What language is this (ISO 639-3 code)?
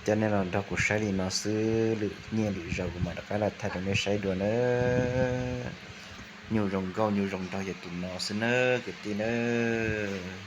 hmn